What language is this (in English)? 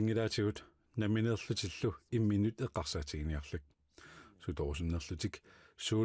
Kalaallisut